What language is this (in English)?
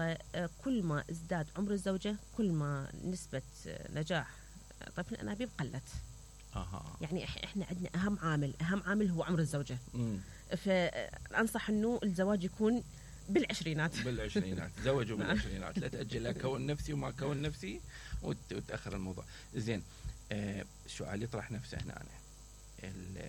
Mesopotamian Arabic